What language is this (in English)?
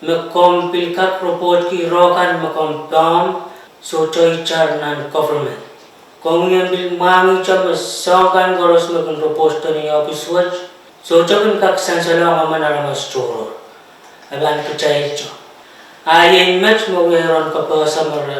Pohnpeian